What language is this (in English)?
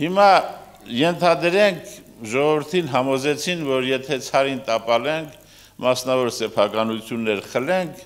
Armenian